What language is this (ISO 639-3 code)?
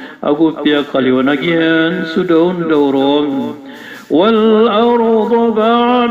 mrw